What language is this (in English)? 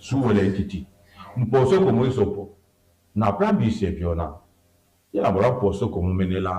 Duala